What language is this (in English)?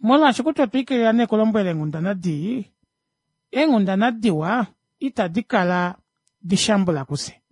Kuanyama